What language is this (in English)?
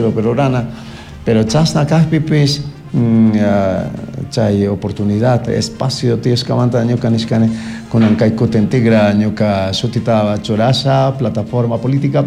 Chimborazo Highland Quichua